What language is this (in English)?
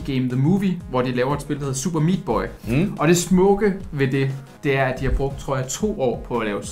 Danish